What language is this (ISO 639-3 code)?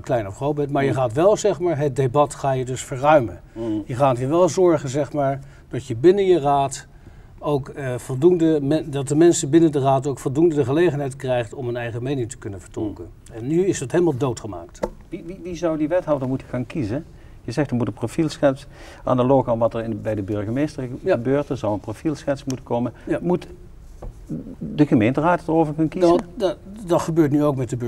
nld